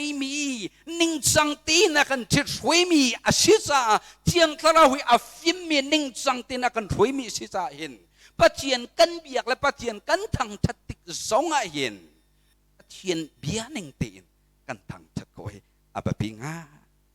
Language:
Hakha Chin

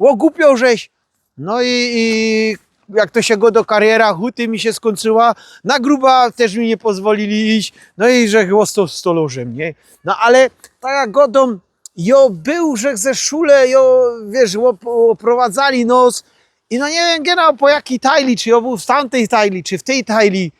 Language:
Silesian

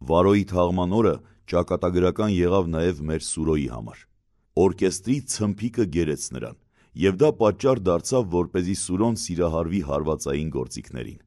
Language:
Armenian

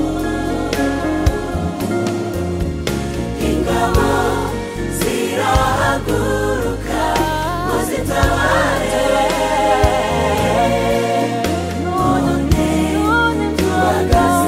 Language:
Kinyarwanda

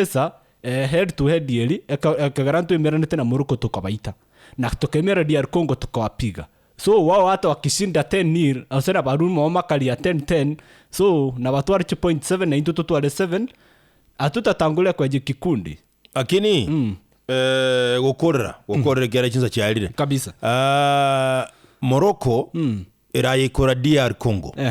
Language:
Gusii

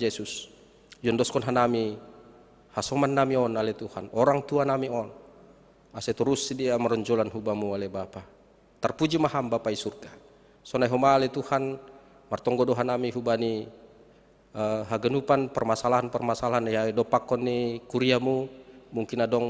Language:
Batak Simalungun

